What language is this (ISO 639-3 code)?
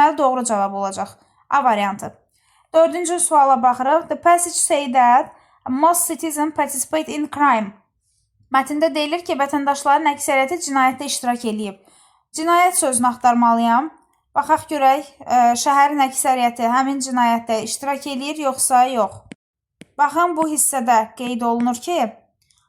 aze